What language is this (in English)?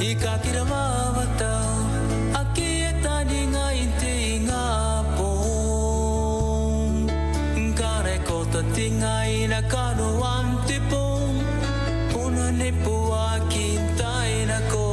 Gilbertese